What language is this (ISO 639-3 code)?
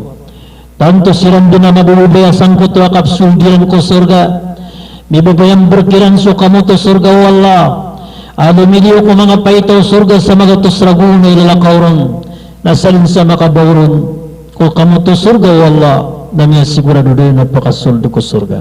mrw